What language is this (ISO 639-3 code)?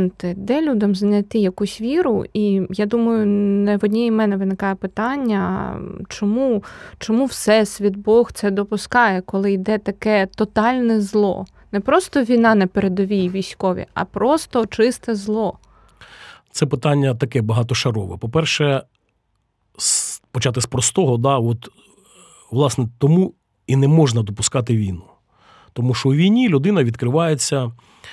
ukr